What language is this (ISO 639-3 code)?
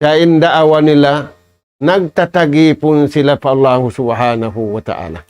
tsg